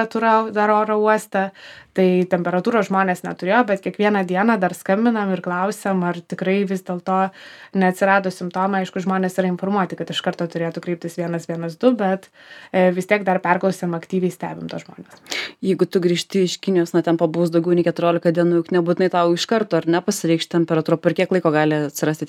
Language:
Lithuanian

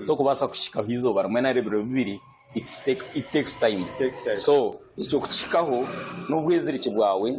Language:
Nyankole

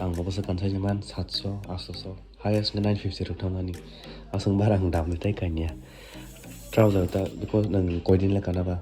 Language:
Kok Borok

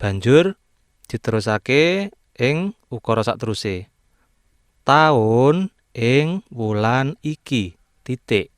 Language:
Javanese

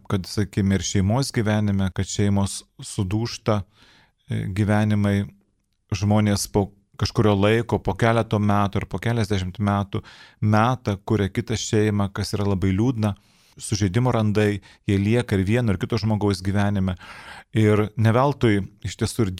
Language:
Lithuanian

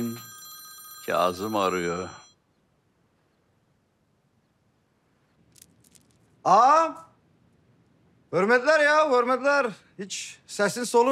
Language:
Turkish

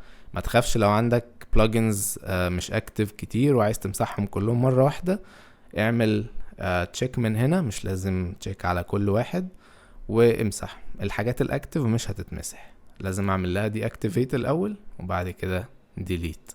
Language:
Egyptian Arabic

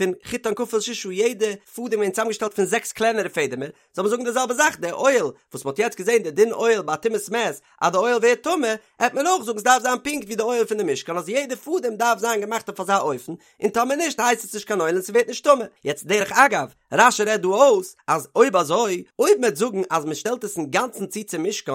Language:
Yiddish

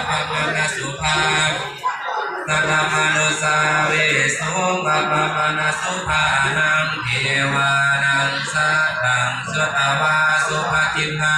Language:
Pali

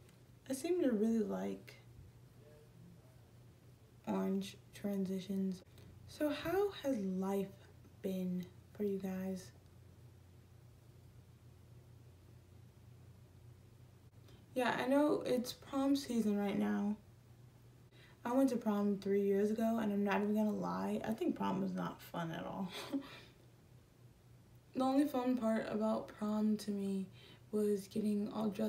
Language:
English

